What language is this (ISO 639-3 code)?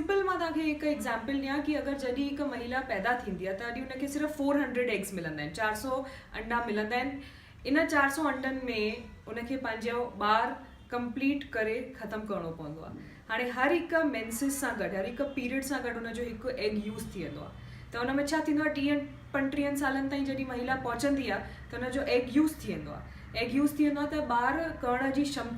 snd